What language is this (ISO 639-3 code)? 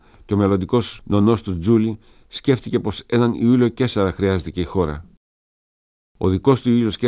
ell